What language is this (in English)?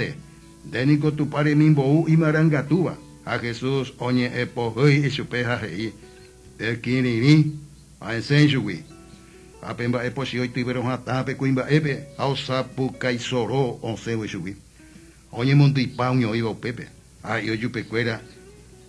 Guarani